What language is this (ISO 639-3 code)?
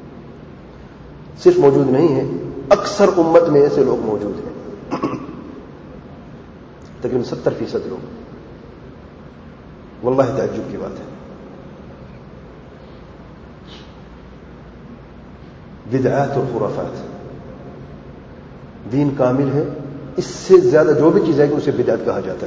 urd